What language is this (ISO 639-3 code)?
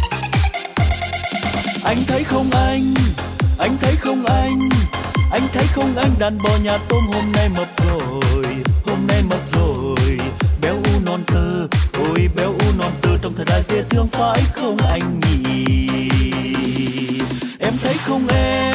vie